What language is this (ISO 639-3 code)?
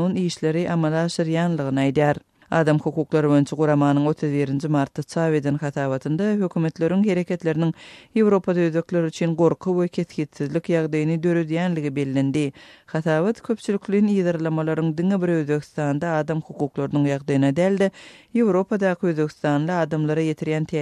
tuk